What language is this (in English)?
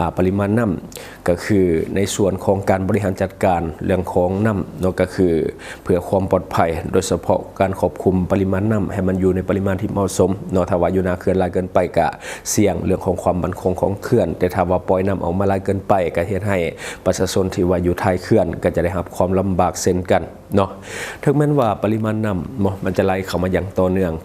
Lao